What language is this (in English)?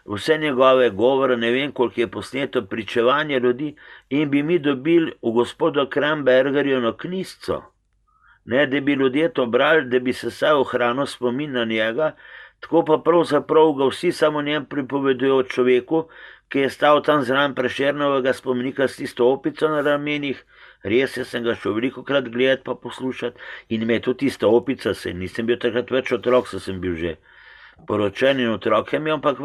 Slovenian